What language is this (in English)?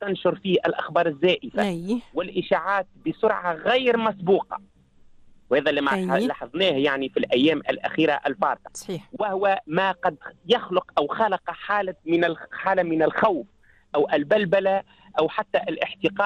Tunisian Arabic